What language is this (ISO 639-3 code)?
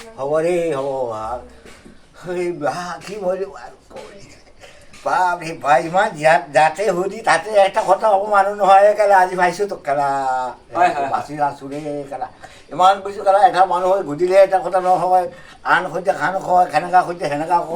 syl